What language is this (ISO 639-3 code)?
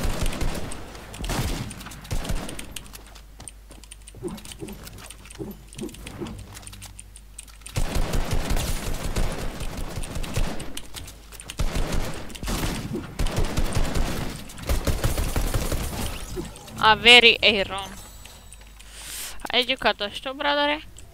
ron